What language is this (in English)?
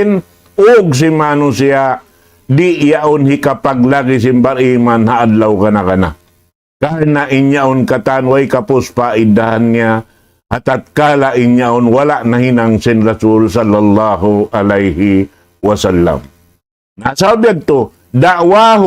Tausug